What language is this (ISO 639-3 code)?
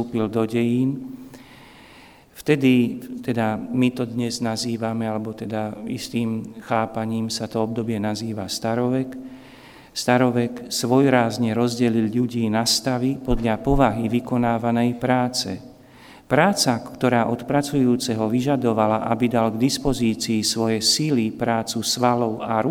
slk